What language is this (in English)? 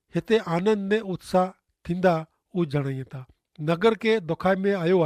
Kachhi